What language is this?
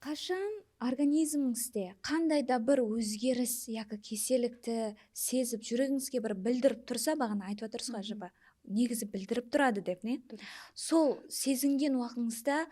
Kara-Kalpak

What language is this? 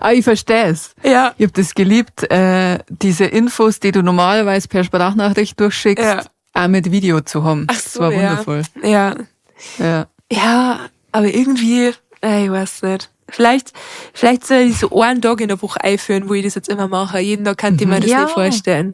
Bavarian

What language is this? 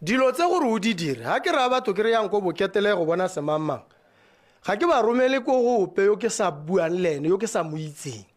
Tswana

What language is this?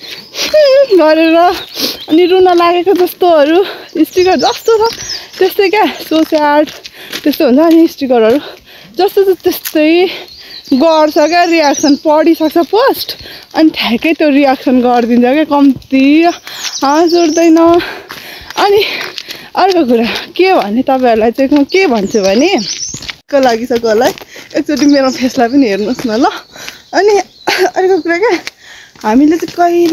Nepali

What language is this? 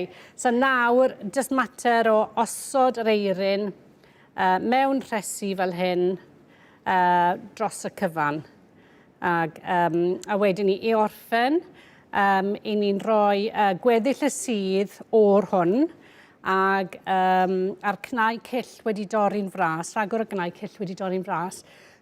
Welsh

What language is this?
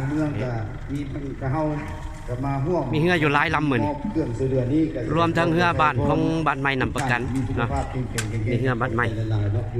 Lao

